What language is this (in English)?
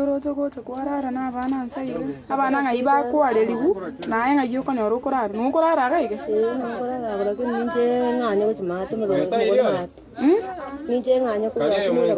Gusii